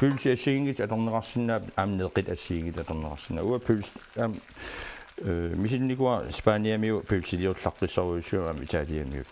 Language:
Kalaallisut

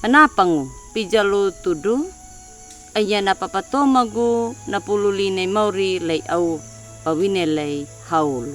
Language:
Anakalangu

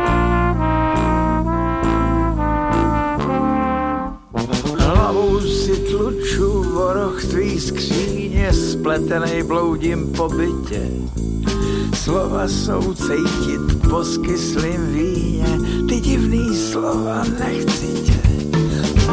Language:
Czech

